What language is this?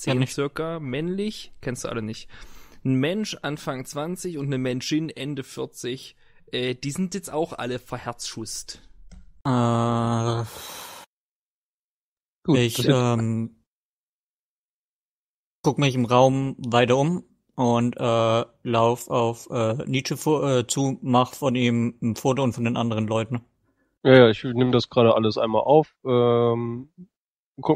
German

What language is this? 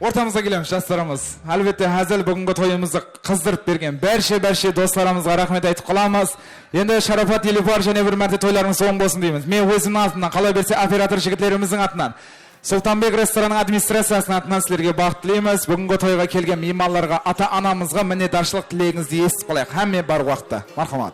Kara-Kalpak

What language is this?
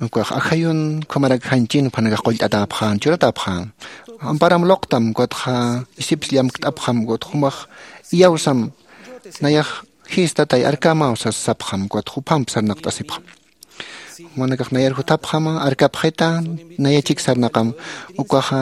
Aymara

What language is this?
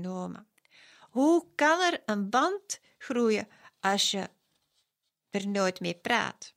Dutch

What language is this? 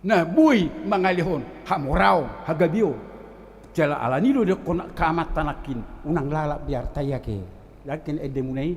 Batak Toba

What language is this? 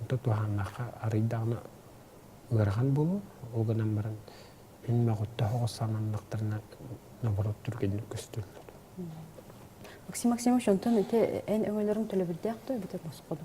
Yakut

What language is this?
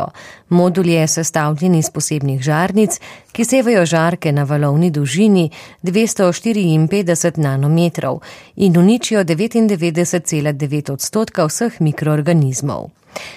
Slovenian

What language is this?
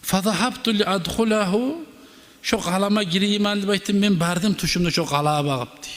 Kumyk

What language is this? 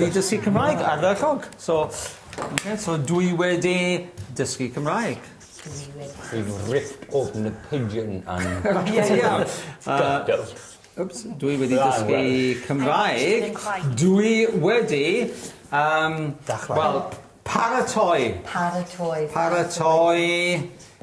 Welsh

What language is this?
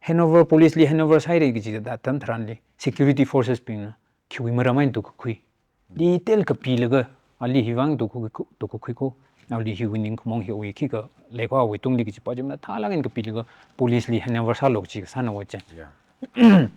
Tangkhul Naga (India)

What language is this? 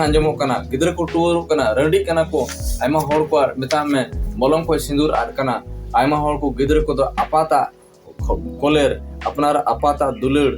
Santali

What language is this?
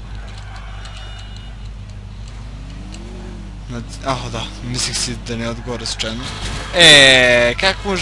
Bulgarian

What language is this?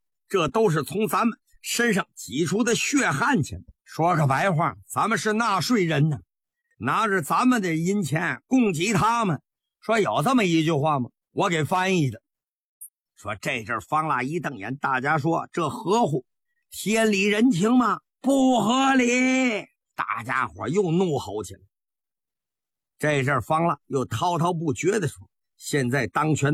Chinese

